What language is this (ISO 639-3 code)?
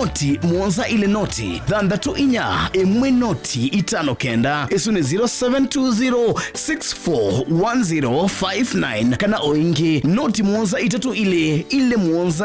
kam